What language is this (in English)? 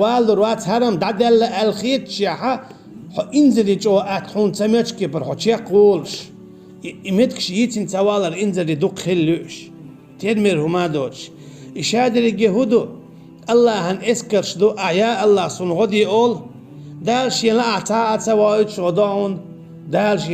Chechen